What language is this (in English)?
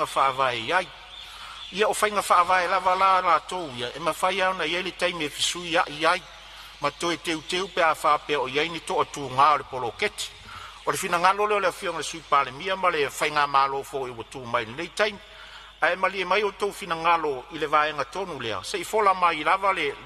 Samoan